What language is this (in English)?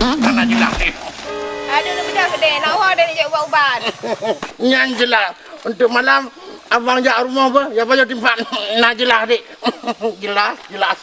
Achinese